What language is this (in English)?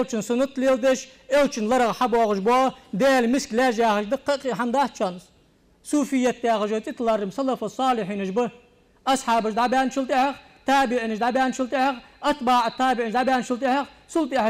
Ingush